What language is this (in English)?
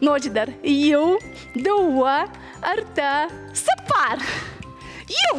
Ossetic